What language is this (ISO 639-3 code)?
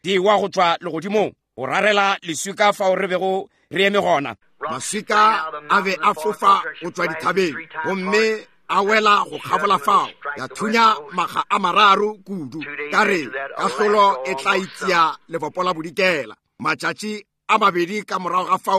nso